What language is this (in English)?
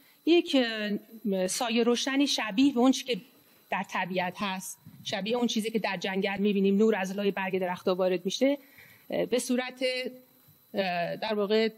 Persian